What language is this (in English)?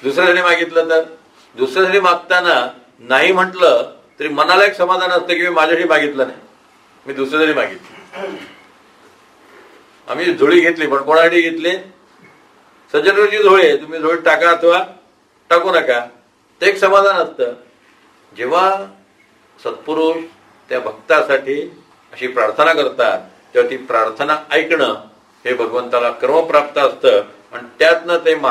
Marathi